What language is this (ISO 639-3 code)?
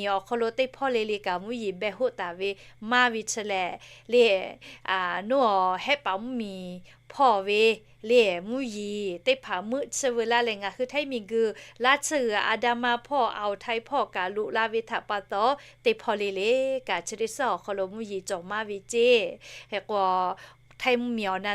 lhu